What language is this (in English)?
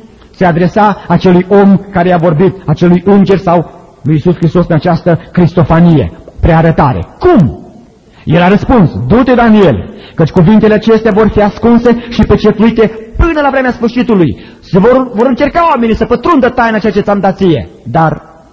Romanian